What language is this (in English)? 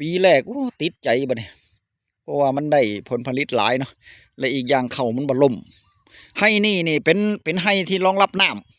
Northeastern Thai